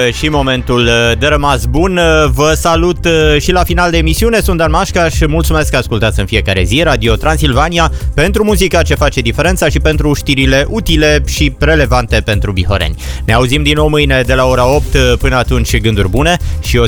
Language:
Romanian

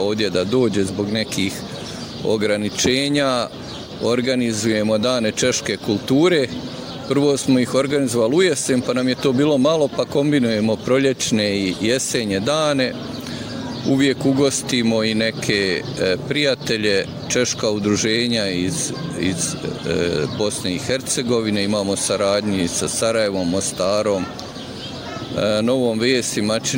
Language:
Bosnian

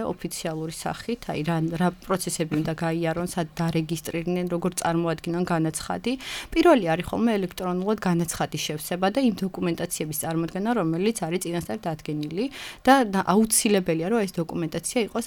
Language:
Georgian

